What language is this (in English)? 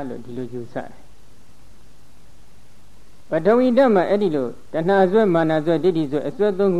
Burmese